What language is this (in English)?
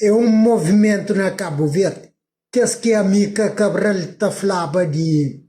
Kabuverdianu